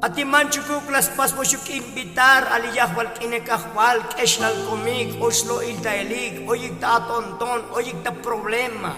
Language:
Tzotzil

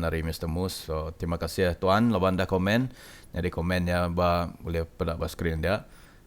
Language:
Iban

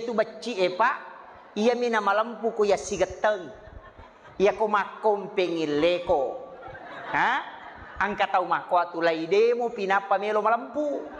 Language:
Buginese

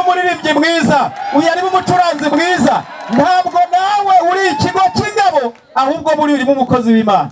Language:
Kinyarwanda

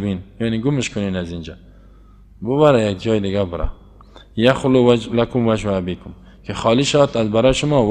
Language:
Persian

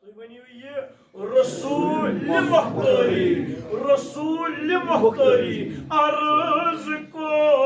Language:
Kashmiri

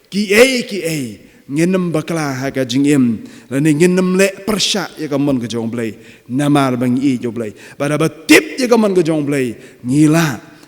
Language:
Khasi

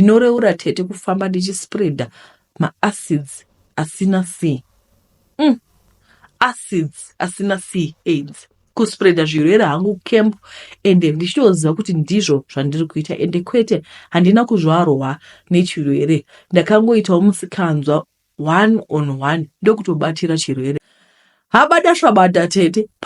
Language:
Shona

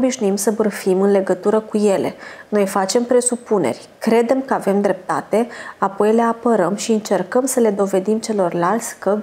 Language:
Romanian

